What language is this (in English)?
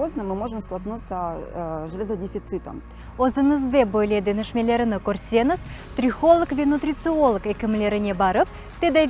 Crimean Tatar